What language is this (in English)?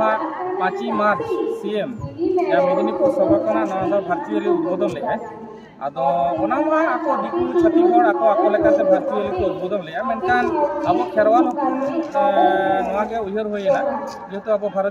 Santali